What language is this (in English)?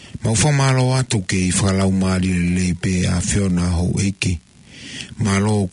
Tongan